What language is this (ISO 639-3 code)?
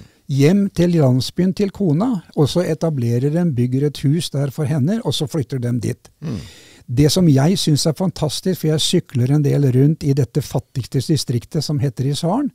nor